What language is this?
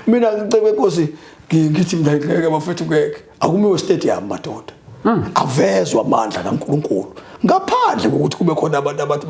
Zulu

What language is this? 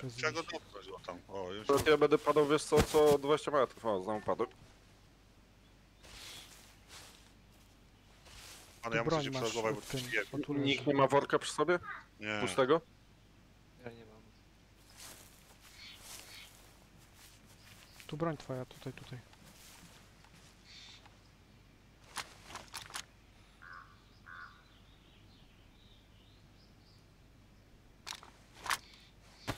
Polish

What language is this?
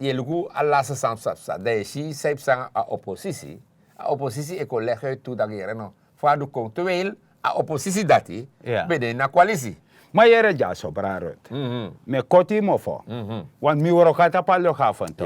Sranan Tongo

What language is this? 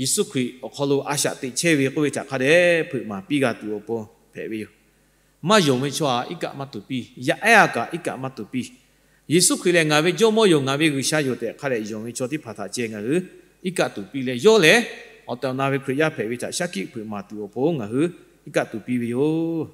Lahu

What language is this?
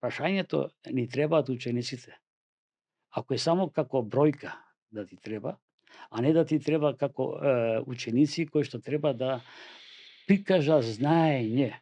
Macedonian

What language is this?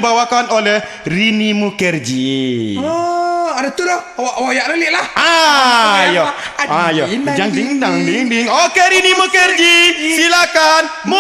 Minangkabau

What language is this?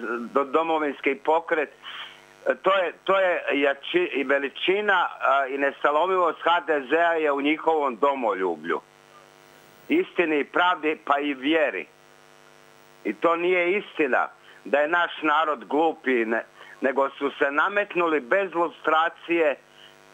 Croatian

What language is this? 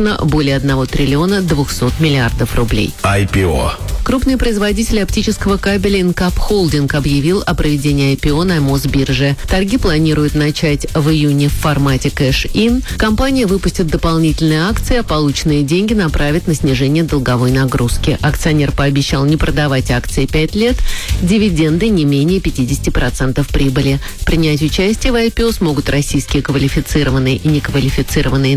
Russian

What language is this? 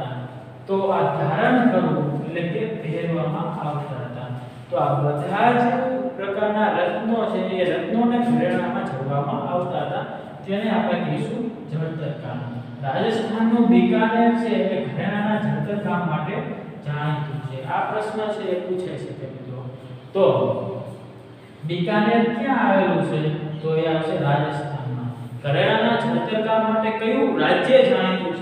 Gujarati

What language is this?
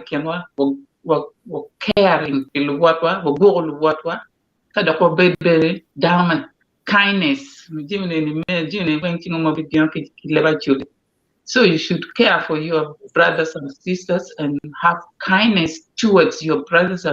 Acoli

